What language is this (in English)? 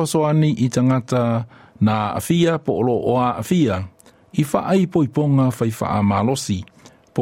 Samoan